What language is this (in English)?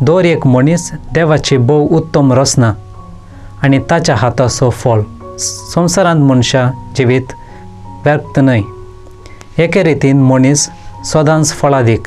Konkani